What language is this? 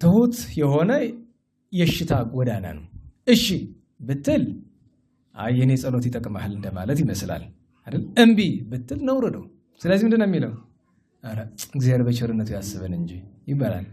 Amharic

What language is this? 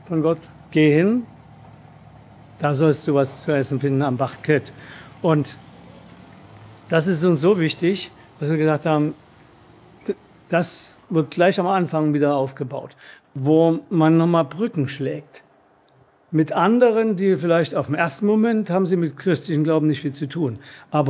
German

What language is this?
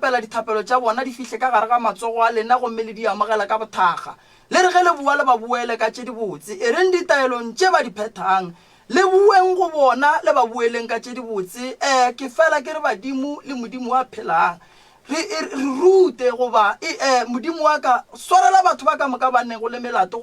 Northern Sotho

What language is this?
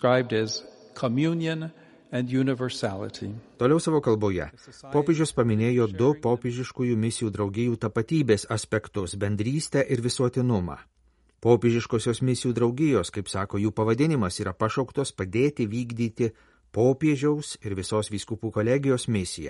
Lithuanian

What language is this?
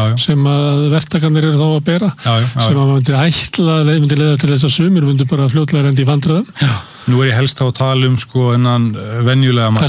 Icelandic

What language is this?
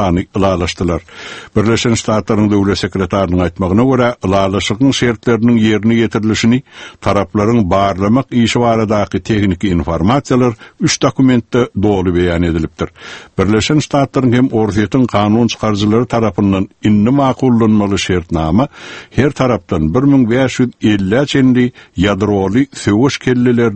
Turkmen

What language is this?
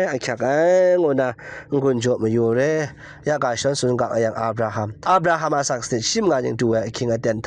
Kachin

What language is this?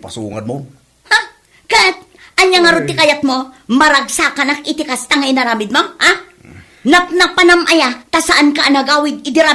Iloko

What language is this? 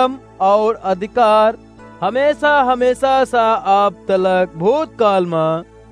Awadhi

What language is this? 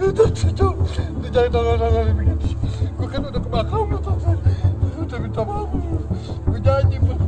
Betawi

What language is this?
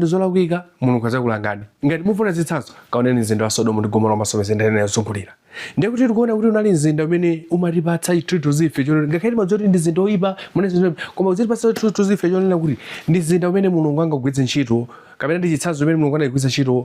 Nyanja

